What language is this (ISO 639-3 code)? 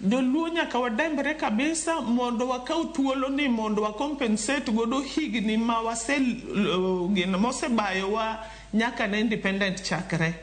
luo